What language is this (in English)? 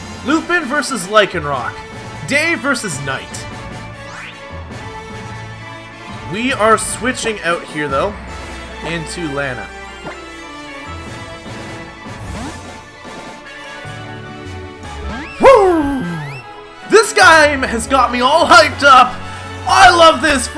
English